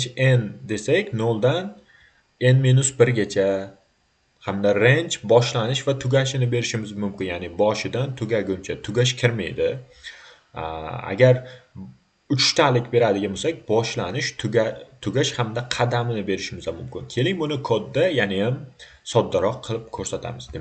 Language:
Uzbek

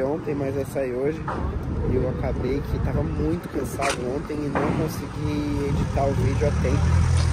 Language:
Portuguese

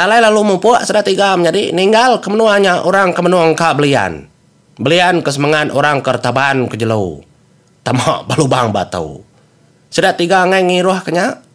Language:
Iban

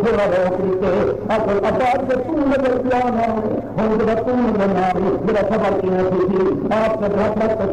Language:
Saraiki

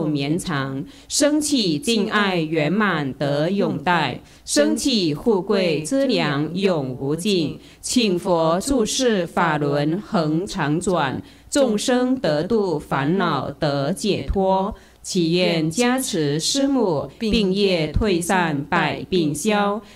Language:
Chinese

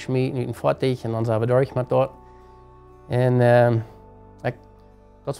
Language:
Plautdietsch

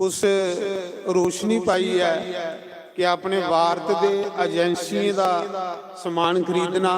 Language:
Dogri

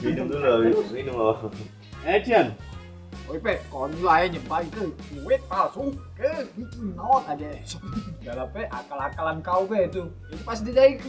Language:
Musi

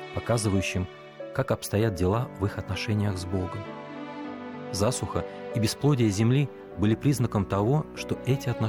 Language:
Russian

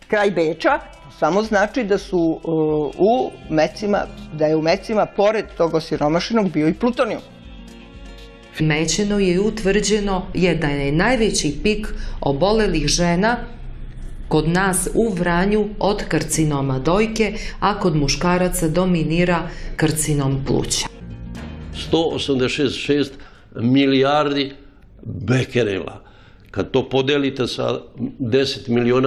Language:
Serbian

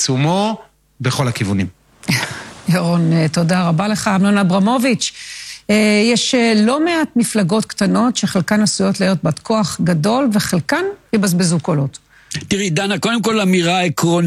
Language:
Hebrew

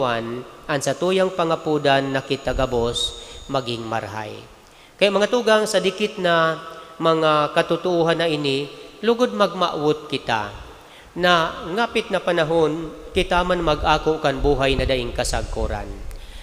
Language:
Bikol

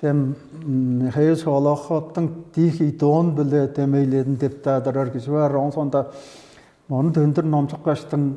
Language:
Tuvinian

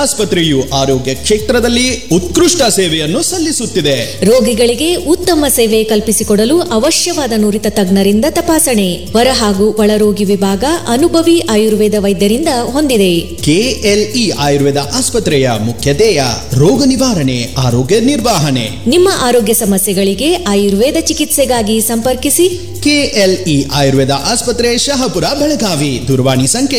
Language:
Kannada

